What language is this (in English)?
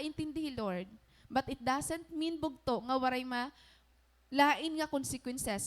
Waray